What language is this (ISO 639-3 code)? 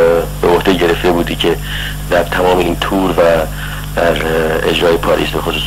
fas